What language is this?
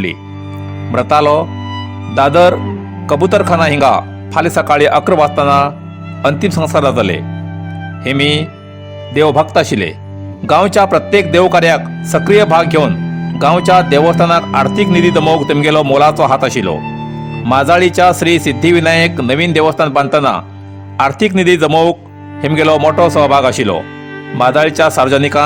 Konkani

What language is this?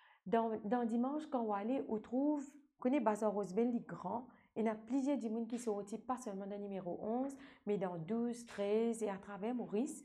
Morisyen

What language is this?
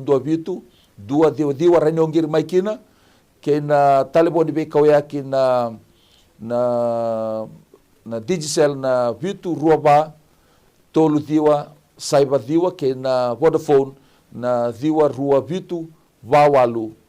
Fijian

